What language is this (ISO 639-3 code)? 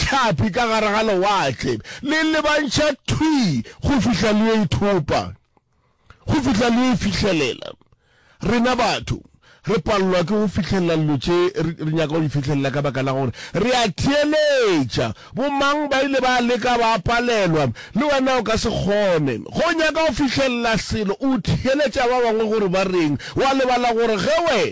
nso